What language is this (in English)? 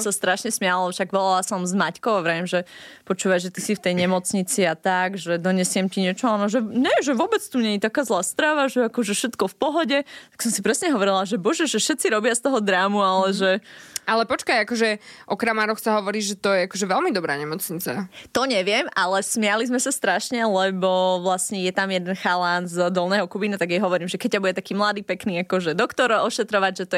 Slovak